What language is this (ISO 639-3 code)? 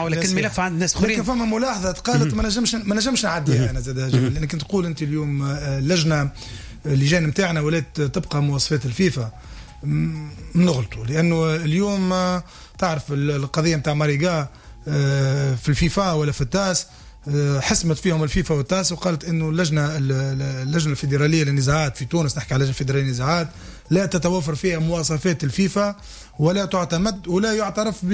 aeb